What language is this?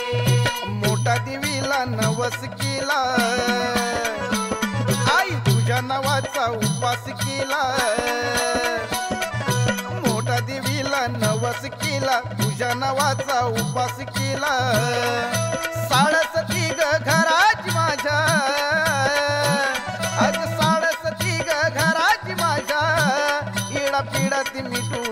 Marathi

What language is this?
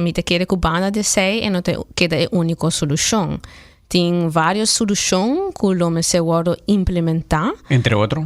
Papiamento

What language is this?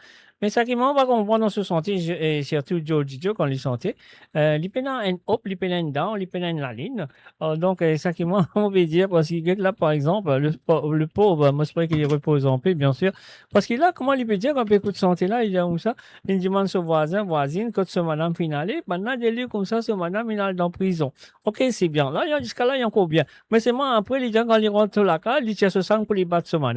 Morisyen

